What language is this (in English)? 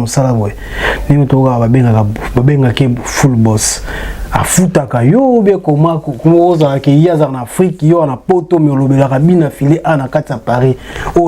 Lingala